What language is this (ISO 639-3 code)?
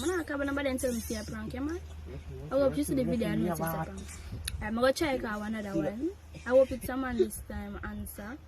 jam